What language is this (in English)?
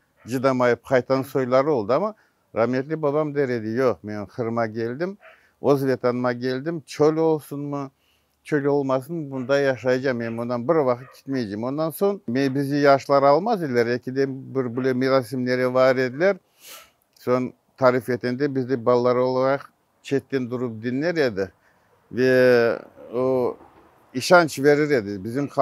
Crimean Tatar